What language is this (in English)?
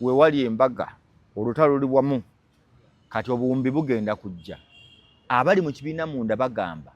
Ganda